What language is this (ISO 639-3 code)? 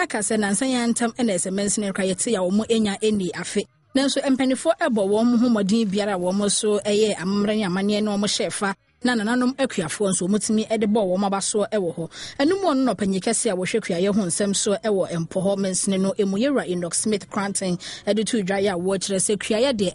aka